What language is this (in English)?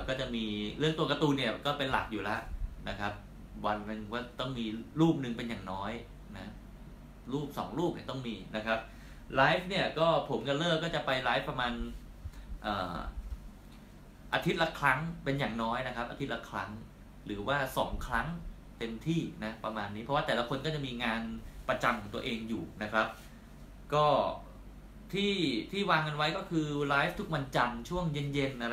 Thai